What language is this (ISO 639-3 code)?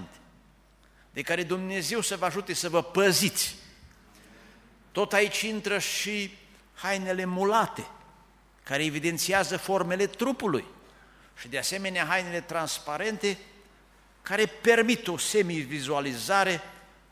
ron